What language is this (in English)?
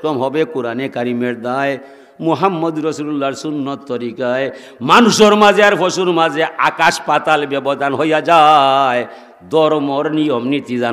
Sylheti